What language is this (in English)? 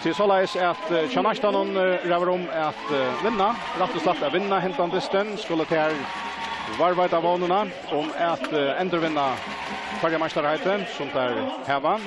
Faroese